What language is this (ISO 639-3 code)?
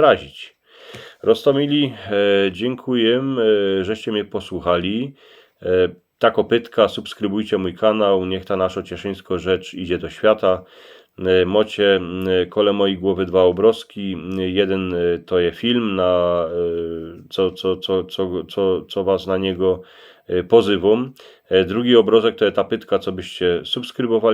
szl